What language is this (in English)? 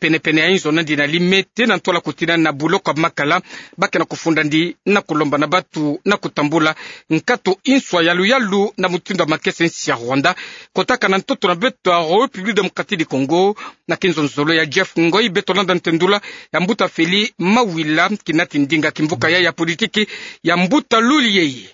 Kituba (Democratic Republic of Congo)